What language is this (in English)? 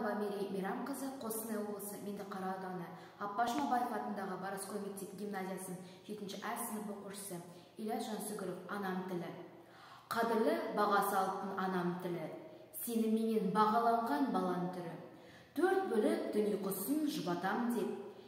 Kazakh